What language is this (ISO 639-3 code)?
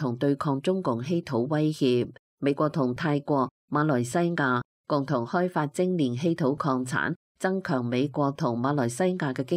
yue